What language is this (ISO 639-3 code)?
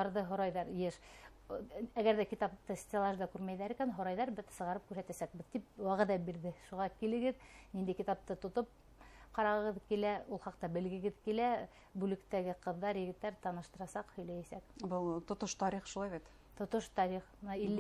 bak